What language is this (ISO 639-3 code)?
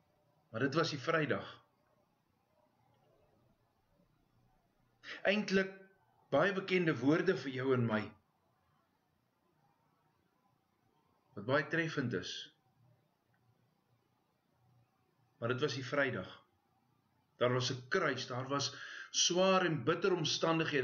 afr